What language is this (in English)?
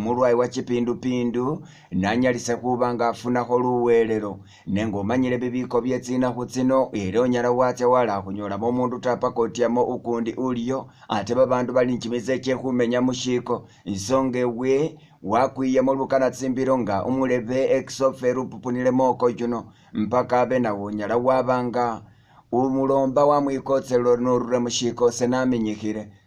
Masaaba